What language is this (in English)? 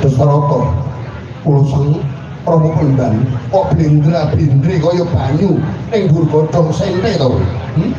Javanese